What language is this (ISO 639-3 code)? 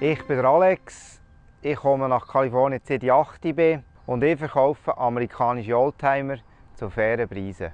gsw